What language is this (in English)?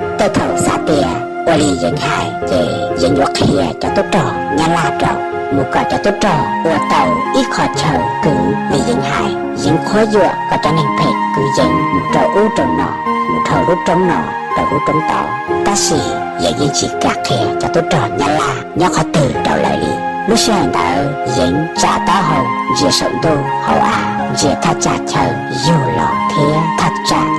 Hmong